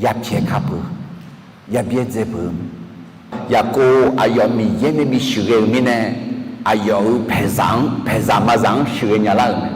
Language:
Akha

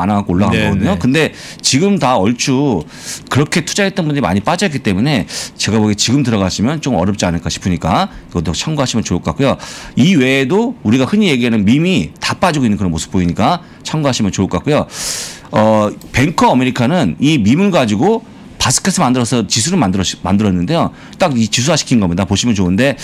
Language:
Korean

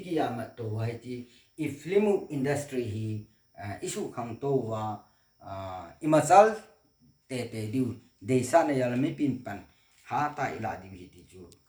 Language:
Thado Chin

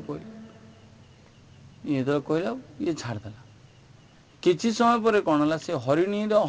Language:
Odia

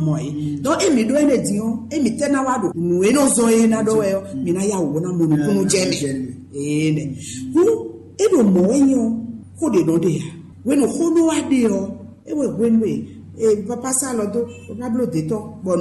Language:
Fon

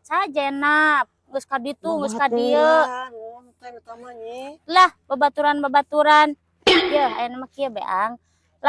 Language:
Sundanese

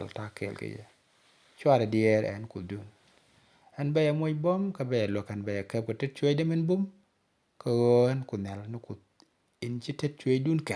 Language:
Nuer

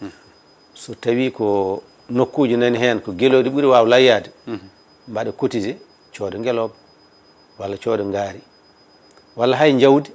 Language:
Fula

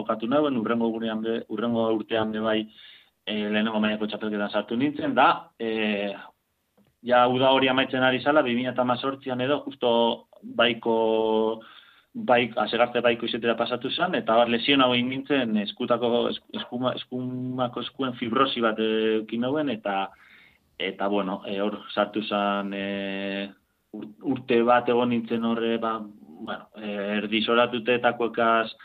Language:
Basque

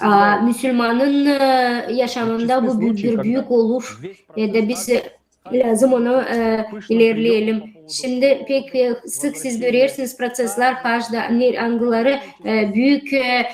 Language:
Gagauz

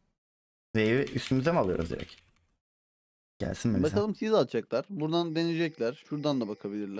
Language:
Turkish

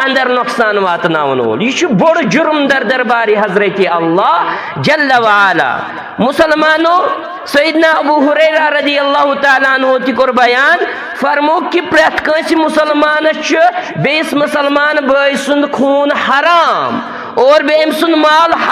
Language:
Kashmiri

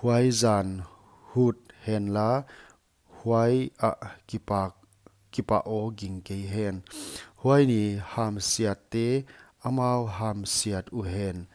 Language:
Paite Chin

